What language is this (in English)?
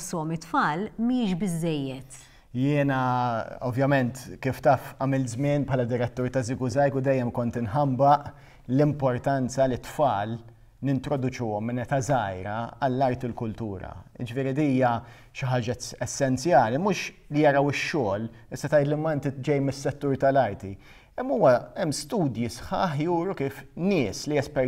Maltese